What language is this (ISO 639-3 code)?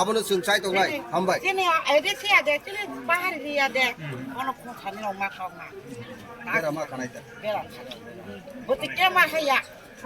trp